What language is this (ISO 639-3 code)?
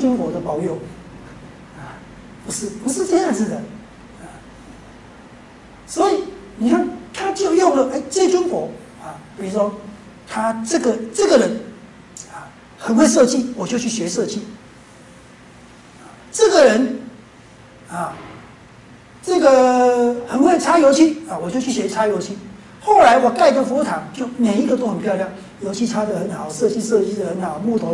zho